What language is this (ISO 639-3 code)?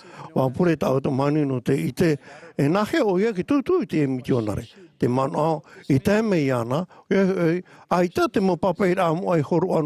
tah